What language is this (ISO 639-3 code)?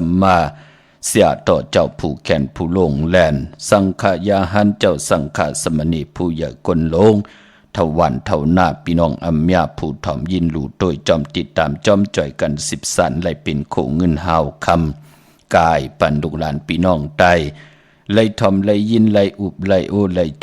shn